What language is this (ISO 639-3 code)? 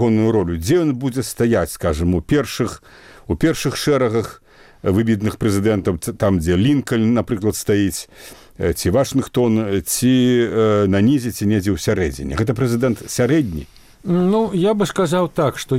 bel